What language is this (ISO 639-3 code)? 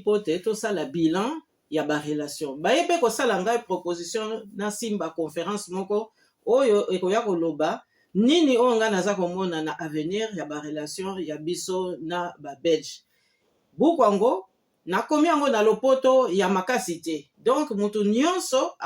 lin